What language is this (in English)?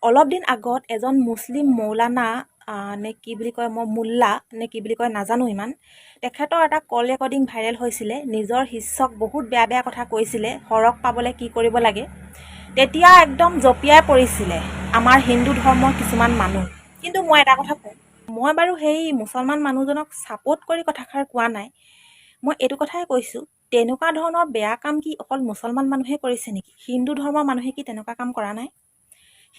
Assamese